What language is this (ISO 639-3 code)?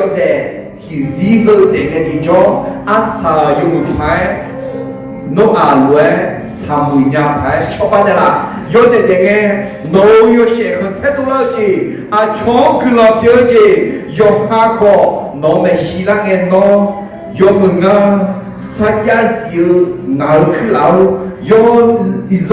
ahk